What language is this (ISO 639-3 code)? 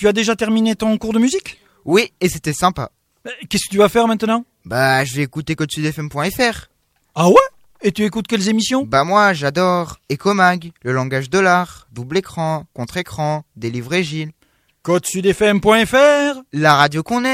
fra